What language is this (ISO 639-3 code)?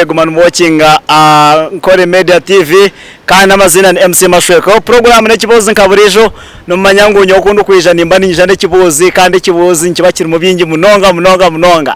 nyn